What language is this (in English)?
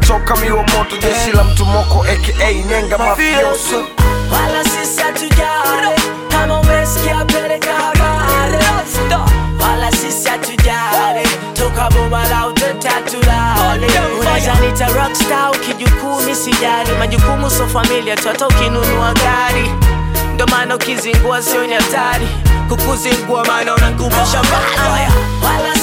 Swahili